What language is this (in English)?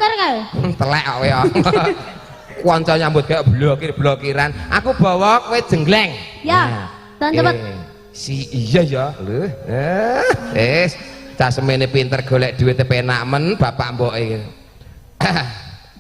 Javanese